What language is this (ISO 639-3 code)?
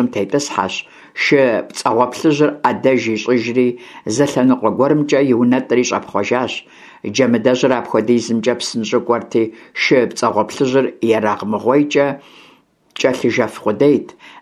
kbd